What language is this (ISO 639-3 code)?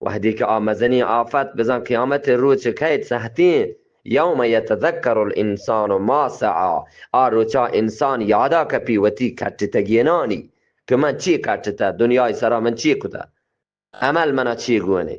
bgp